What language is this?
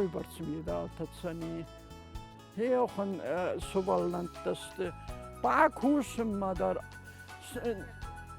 Ossetic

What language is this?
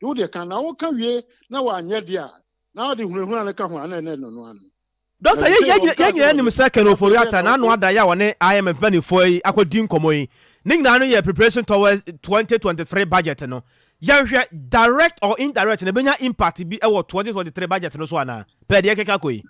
Akan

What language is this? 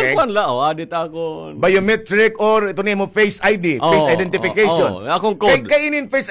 Waray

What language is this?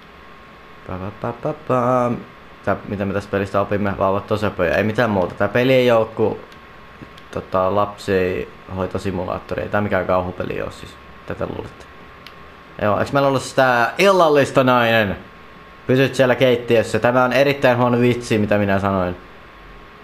Finnish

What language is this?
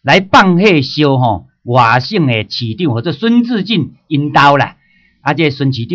Min Nan Chinese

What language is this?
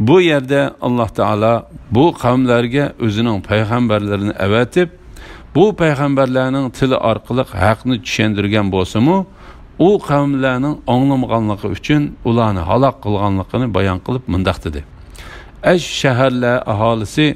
Uyghur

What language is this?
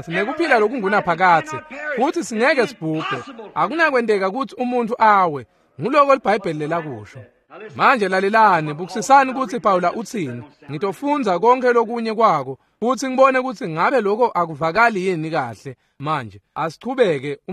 Swati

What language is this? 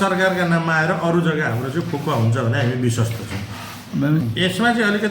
Nepali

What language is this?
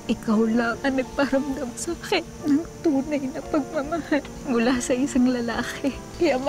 Filipino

